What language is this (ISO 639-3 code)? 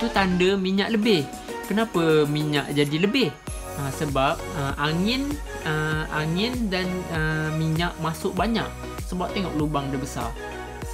msa